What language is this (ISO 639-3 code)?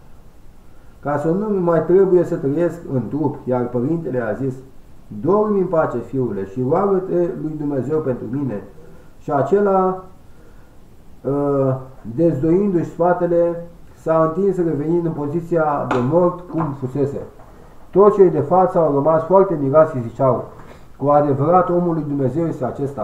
ron